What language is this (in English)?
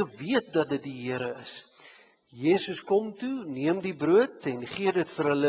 Afrikaans